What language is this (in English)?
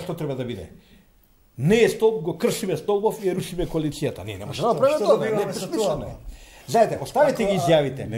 Macedonian